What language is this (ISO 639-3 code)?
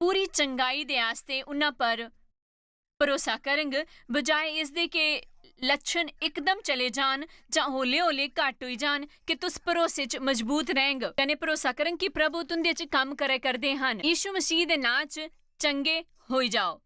doi